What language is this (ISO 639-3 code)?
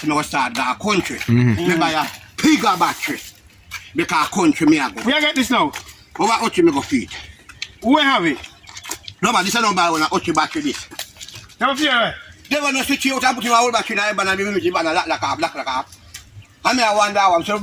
jam